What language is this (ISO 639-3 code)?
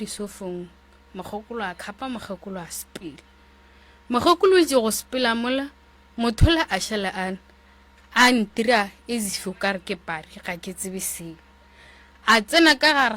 nso